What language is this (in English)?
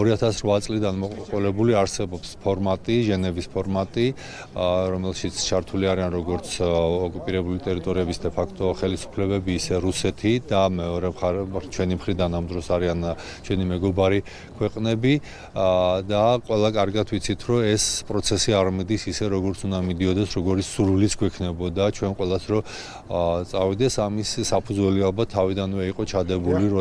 Georgian